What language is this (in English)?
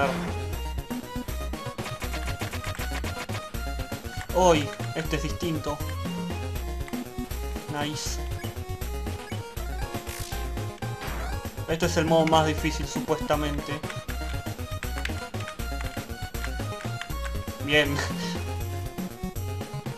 Spanish